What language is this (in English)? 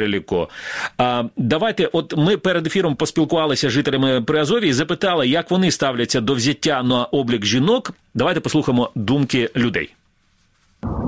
Ukrainian